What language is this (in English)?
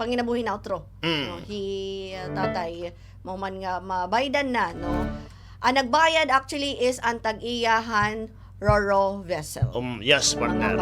Waray